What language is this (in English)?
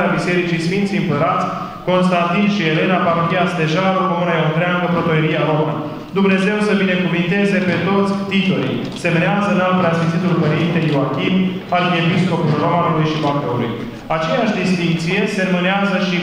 Romanian